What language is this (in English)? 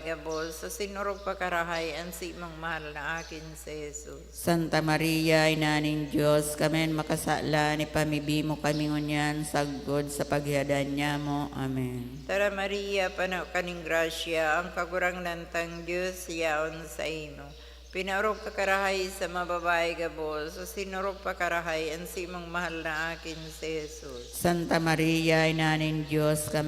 Bikol